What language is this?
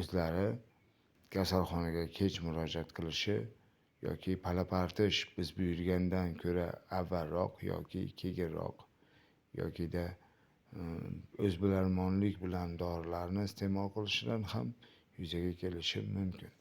Uzbek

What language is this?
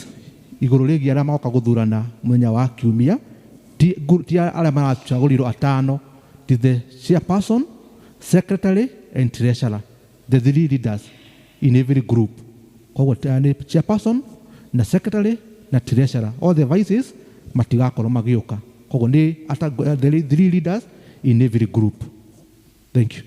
Kikuyu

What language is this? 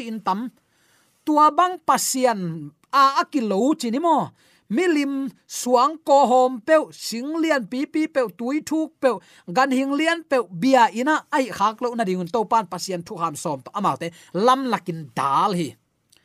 Tedim Chin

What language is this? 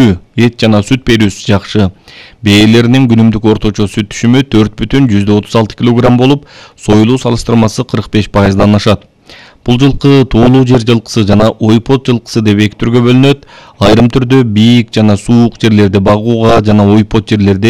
Kyrgyz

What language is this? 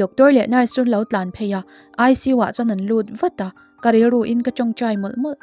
Mizo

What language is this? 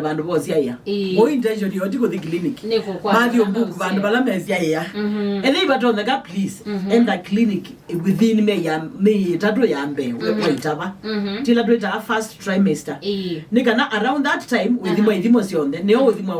Kamba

